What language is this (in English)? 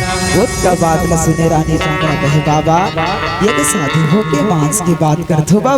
Chhattisgarhi